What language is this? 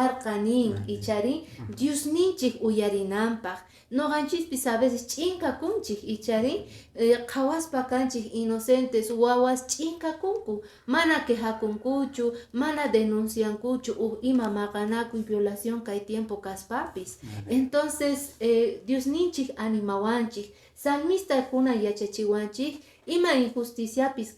Quechua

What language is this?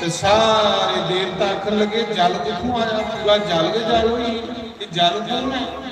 Dogri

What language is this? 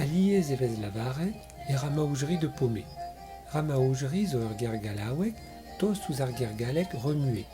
Breton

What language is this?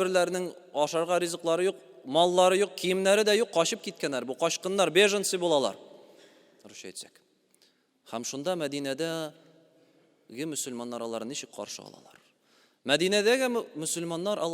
Tatar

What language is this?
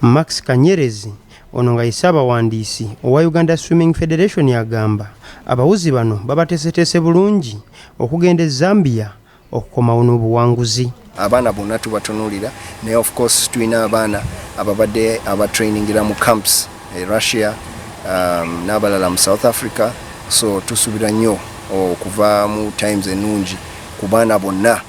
Ganda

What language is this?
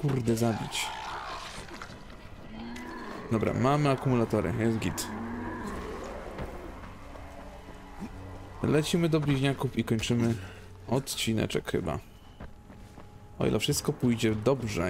Polish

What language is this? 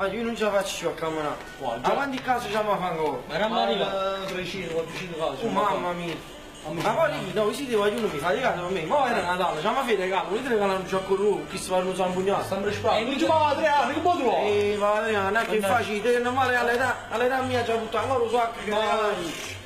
Neapolitan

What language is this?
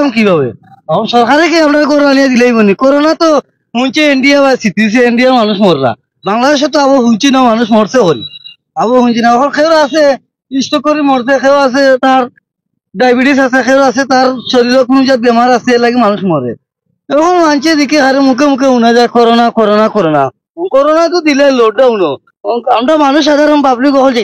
Sylheti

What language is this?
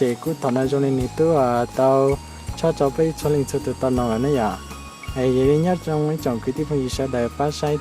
Hmong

